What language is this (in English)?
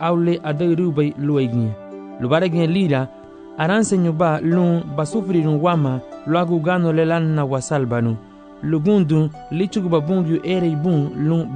Garifuna